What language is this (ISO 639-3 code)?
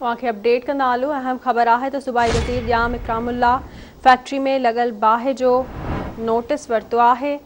snd